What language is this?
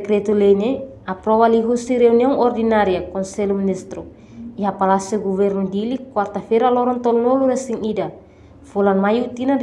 Tetum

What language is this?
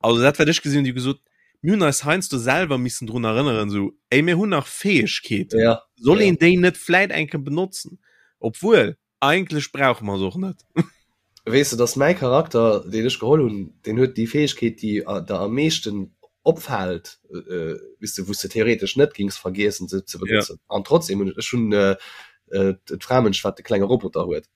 Luxembourgish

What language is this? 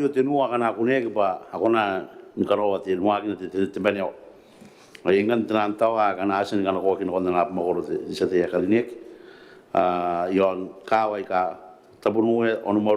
Gilbertese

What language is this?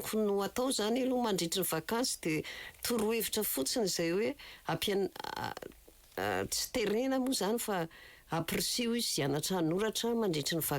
Malagasy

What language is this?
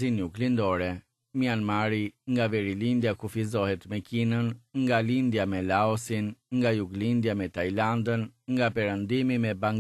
Albanian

